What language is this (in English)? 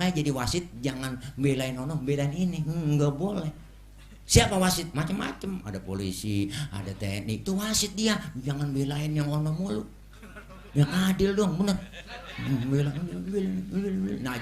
Betawi